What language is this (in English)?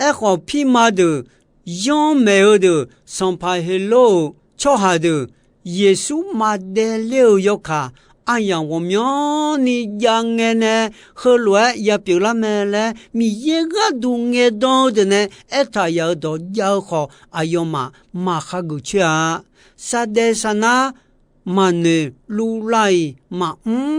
Akha